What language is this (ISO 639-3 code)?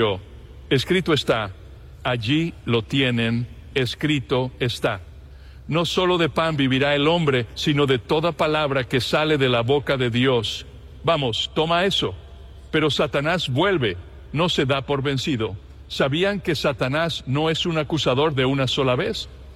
spa